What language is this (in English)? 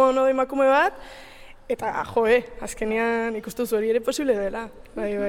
Basque